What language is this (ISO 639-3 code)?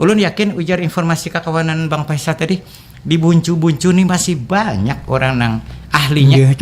bjn